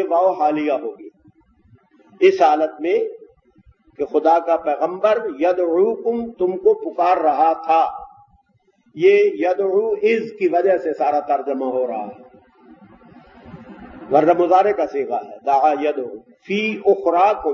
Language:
Urdu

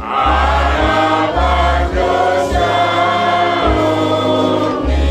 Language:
Batak Toba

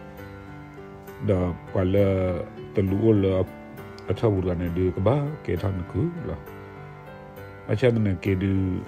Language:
S'gaw Karen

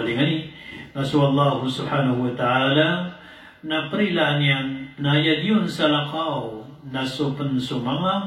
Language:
Maranao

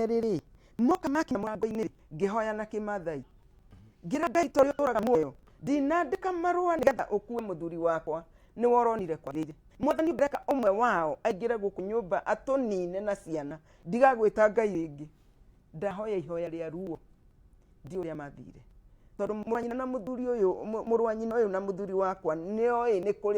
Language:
Kikuyu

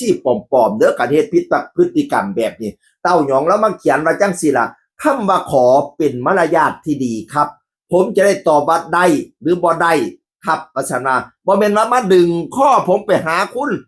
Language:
Northeastern Thai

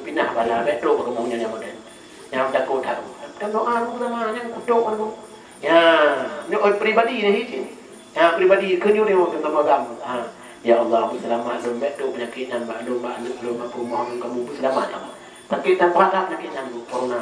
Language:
Achinese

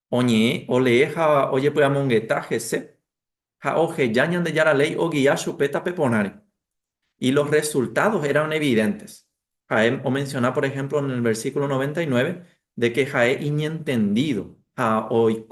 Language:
Guarani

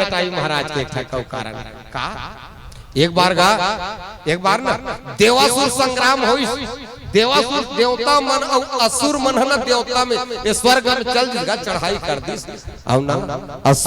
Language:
Chhattisgarhi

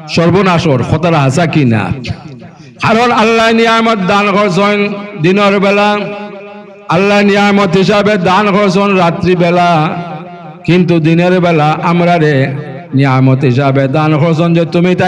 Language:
Sylheti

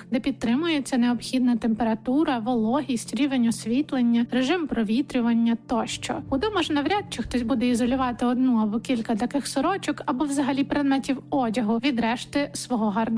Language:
Ukrainian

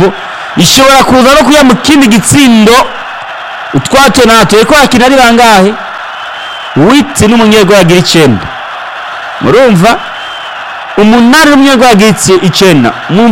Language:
Rundi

